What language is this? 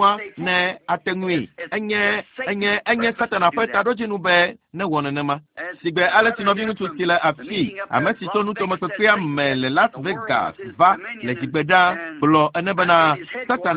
Ewe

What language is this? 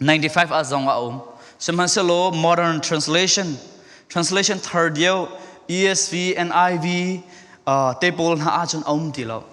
Falam Chin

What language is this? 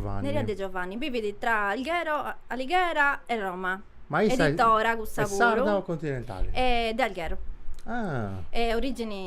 Sardinian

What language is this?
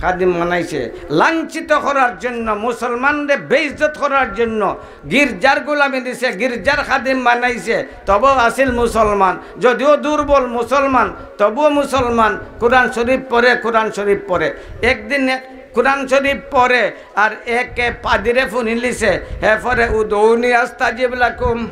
Sylheti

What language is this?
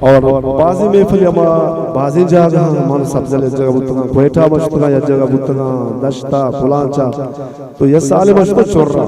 Eastern Balochi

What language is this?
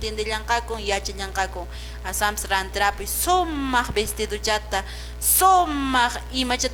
Quechua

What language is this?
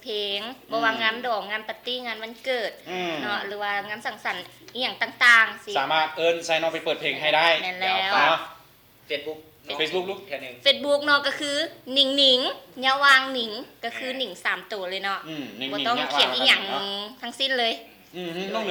Lao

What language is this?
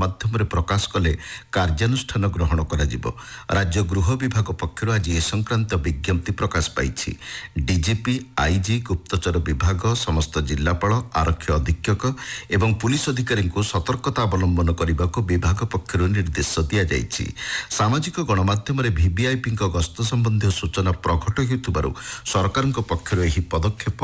Odia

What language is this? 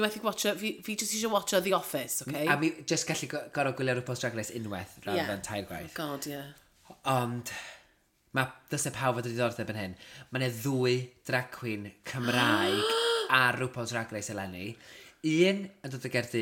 Welsh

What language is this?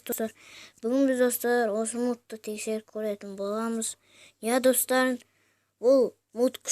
Kazakh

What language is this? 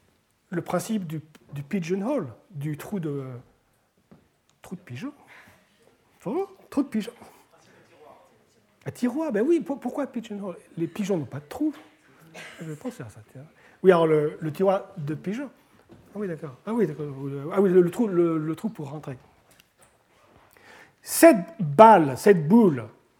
French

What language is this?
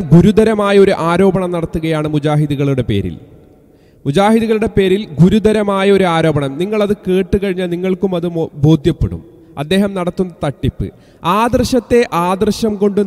Malayalam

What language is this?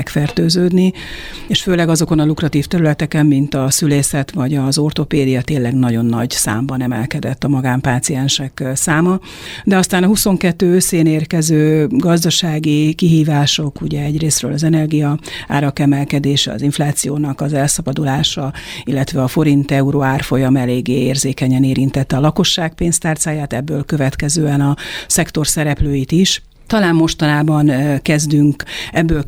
Hungarian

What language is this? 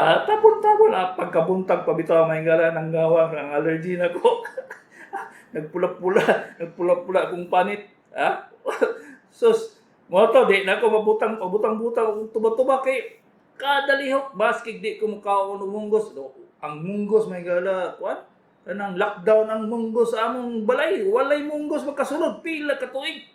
Cebuano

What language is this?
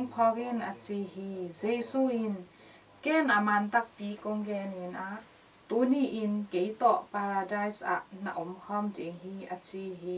Tedim Chin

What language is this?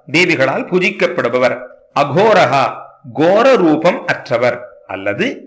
Tamil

